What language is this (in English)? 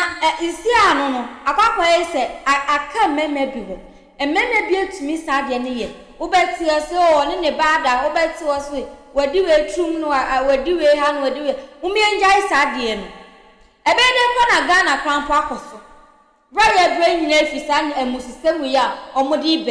Akan